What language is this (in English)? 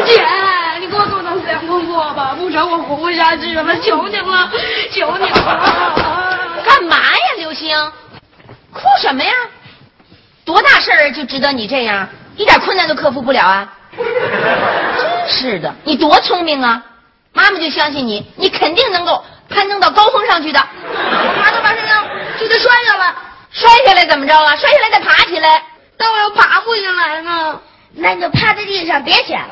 Chinese